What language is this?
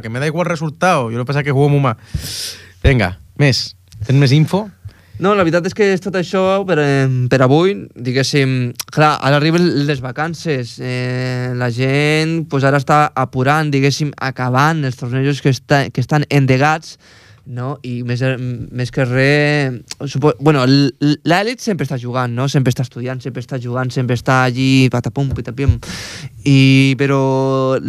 Catalan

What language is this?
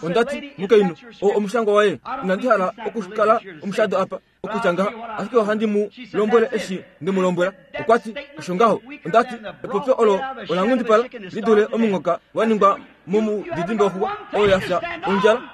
Kuanyama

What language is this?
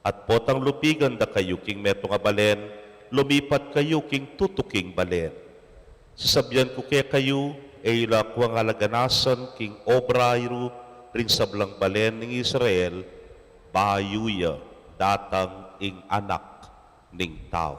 Pampanga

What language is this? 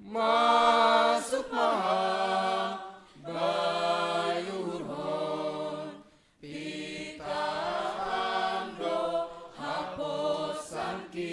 Batak Simalungun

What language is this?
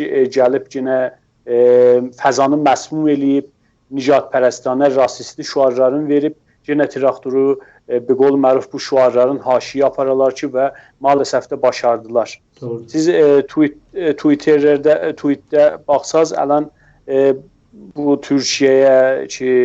South Azerbaijani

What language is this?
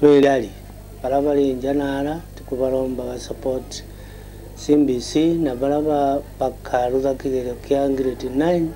Meru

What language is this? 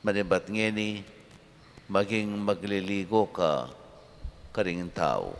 Pampanga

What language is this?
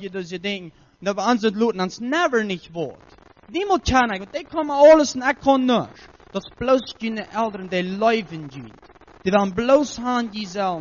Plautdietsch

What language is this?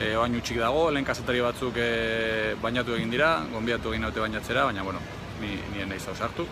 Basque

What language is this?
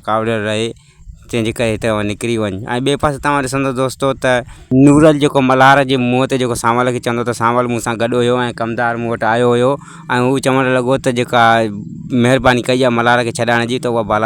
Sindhi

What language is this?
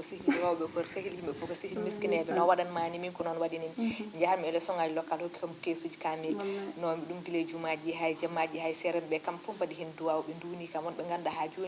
Fula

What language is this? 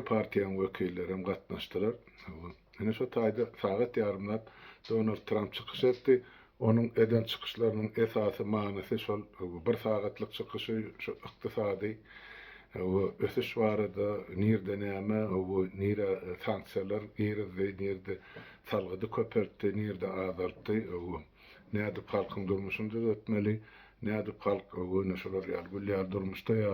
Turkmen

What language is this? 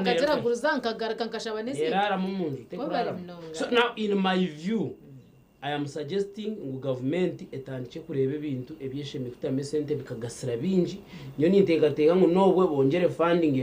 Nyankole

